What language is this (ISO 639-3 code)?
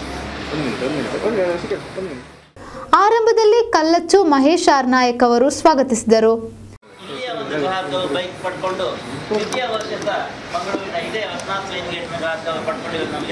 kan